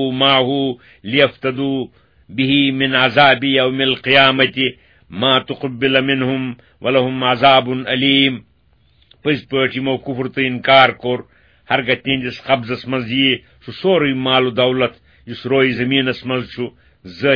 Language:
Kashmiri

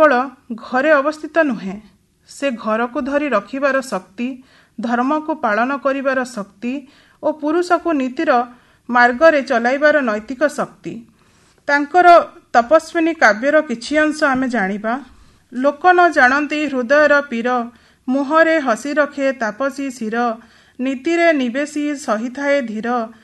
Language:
Odia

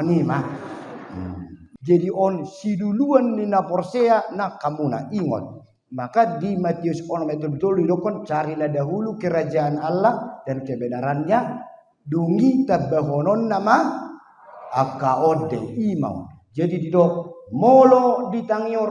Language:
Batak Toba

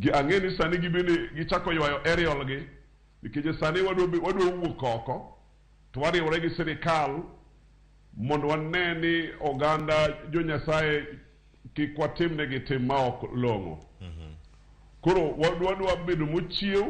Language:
Luo (Kenya and Tanzania)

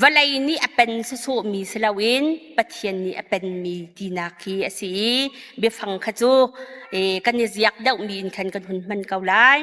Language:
Hakha Chin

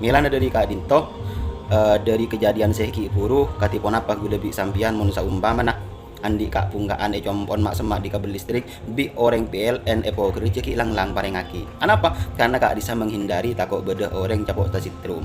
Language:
Madurese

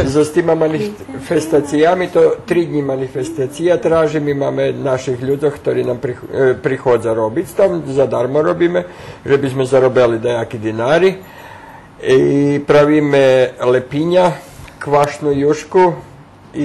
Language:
Rusyn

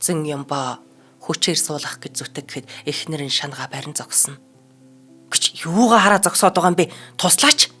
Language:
Mongolian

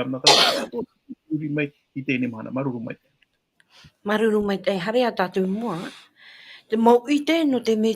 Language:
Tahitian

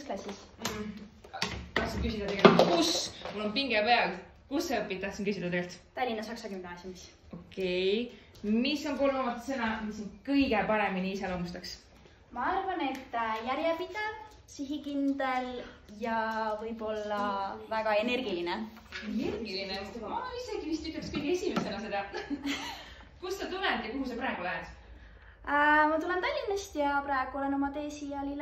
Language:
Estonian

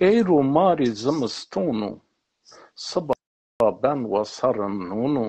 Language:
Zaza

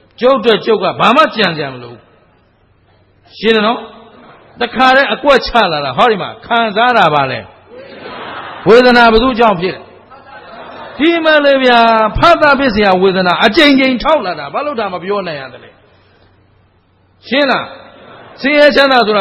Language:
Burmese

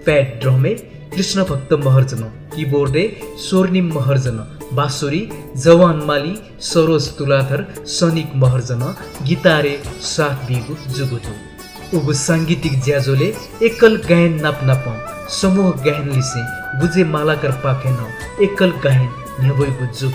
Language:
Newari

